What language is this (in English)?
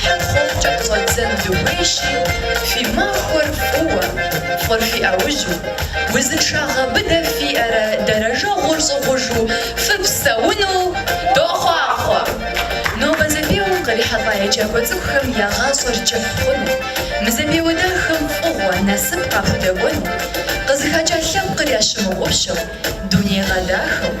Kabardian